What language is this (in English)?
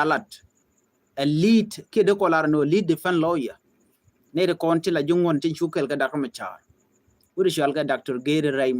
Nuer